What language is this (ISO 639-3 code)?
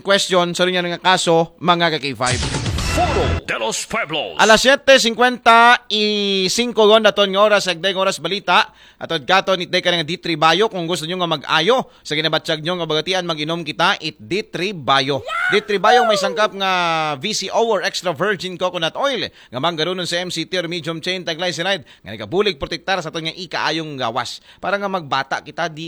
akl